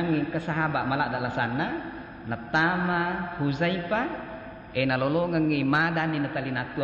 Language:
Buginese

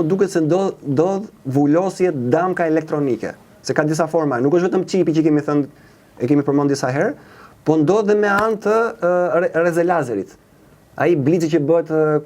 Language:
Albanian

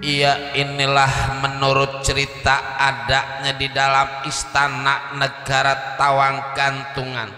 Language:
Betawi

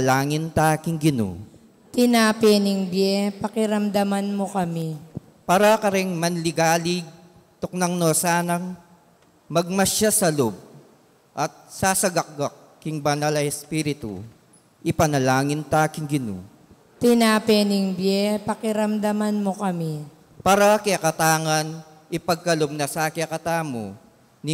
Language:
Pampanga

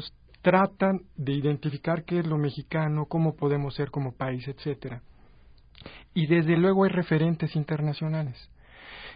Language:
Spanish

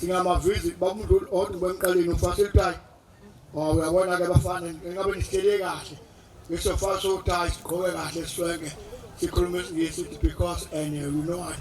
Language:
Zulu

